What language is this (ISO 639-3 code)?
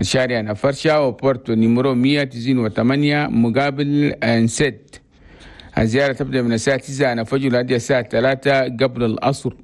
shu